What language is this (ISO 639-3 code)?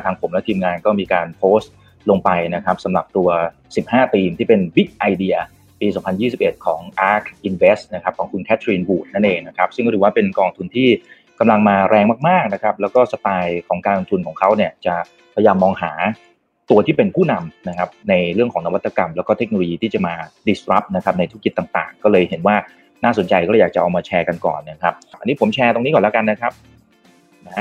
tha